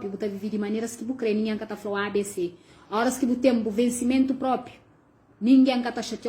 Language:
Kabuverdianu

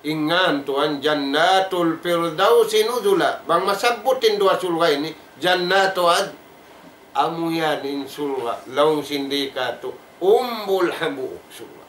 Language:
Tausug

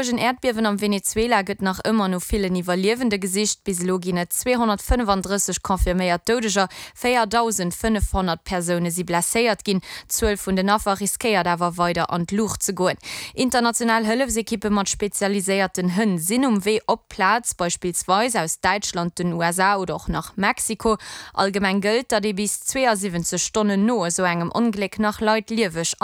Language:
Luxembourgish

